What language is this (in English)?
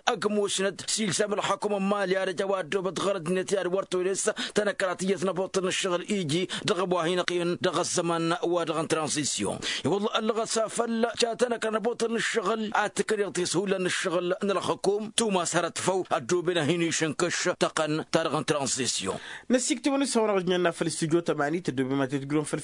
Tamasheq